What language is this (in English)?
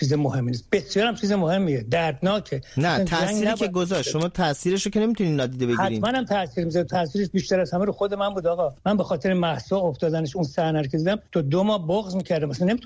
Persian